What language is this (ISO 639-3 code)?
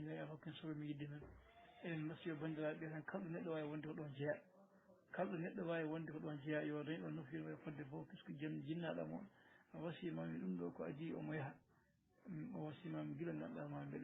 ful